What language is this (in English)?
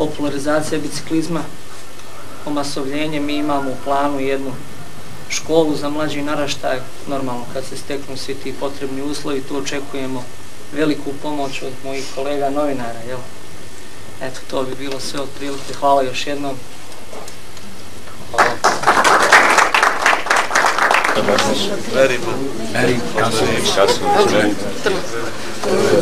Bosnian